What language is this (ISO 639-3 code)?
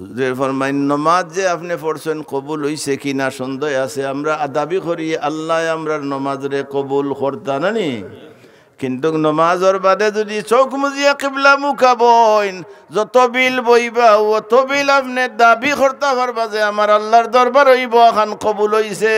syl